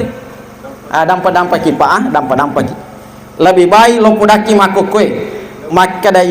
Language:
Buginese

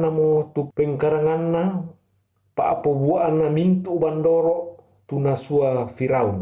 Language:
Toraja-Sa'dan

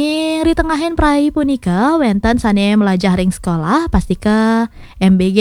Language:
Balinese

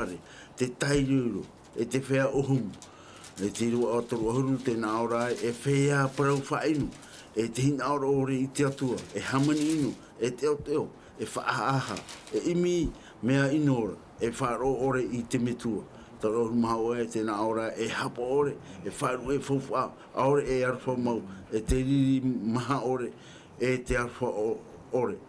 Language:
Tahitian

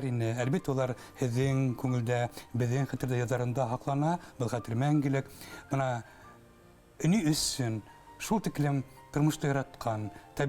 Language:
Bashkir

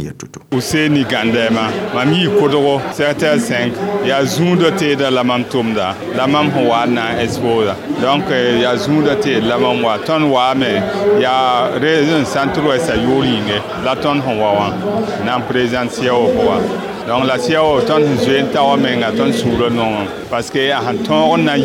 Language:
Mossi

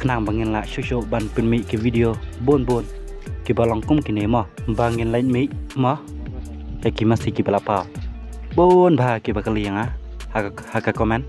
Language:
Khasi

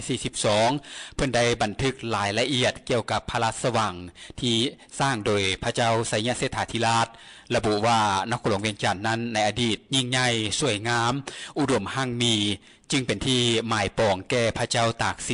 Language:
Lao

